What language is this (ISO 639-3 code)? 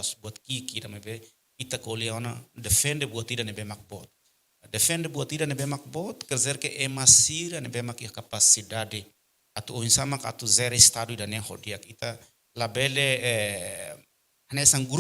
tet